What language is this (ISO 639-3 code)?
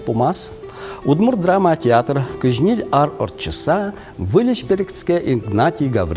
udm